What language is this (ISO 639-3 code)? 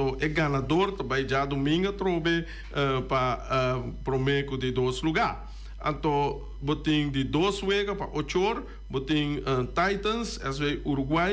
pap